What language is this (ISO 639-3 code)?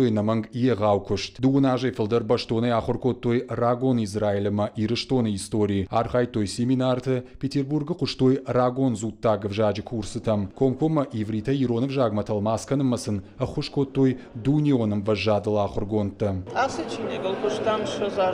oss